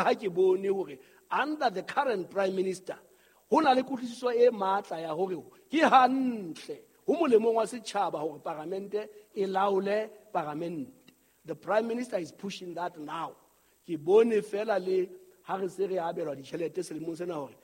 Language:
Southern Sotho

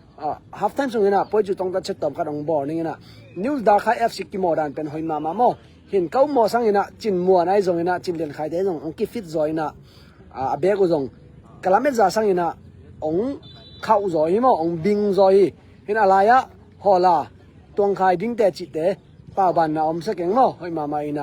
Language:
Tedim Chin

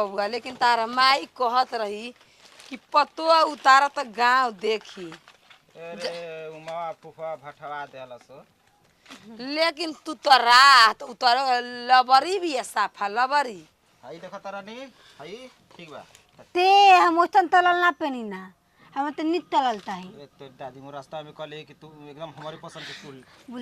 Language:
Bhojpuri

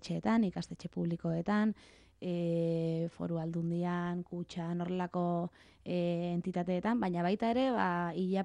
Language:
Basque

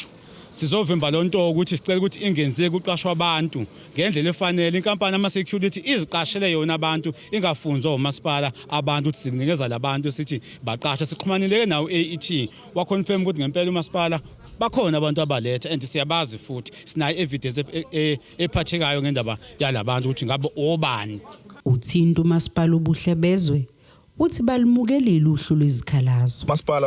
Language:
Zulu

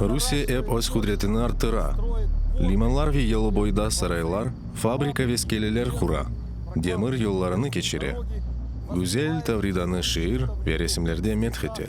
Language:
Crimean Tatar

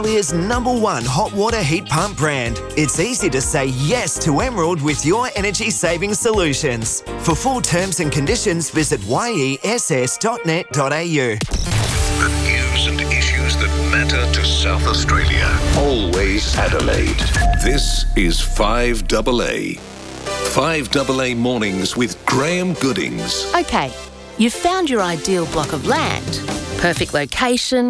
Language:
English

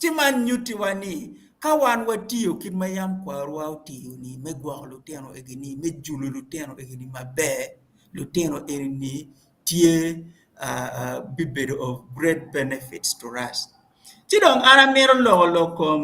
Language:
Acoli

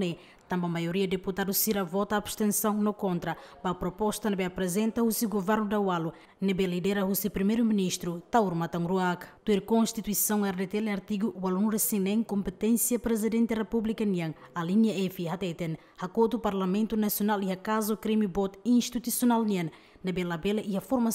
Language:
Tetum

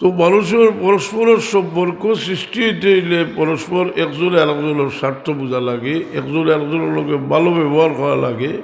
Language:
Sylheti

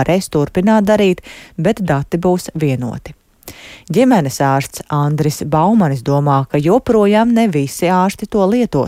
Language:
Latvian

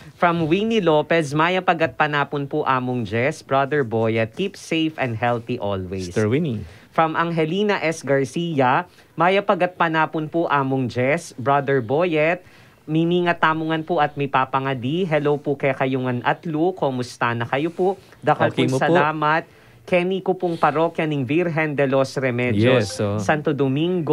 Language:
Pampanga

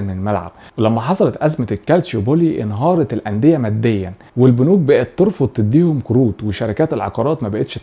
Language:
Egyptian Arabic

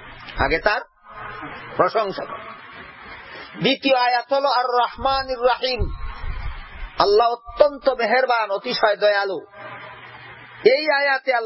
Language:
Bangla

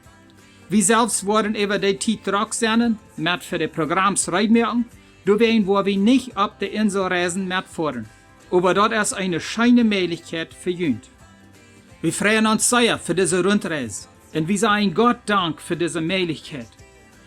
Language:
Plautdietsch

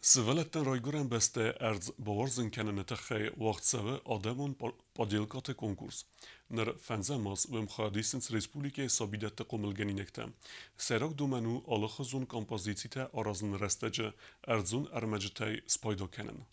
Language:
Ossetic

